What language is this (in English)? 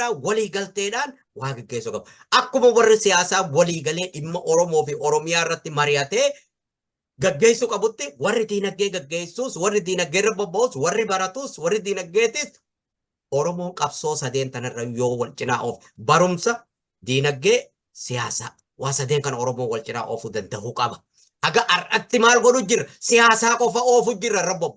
Oromo